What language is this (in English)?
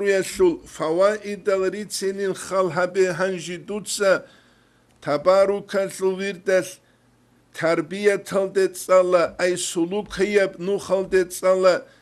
Avaric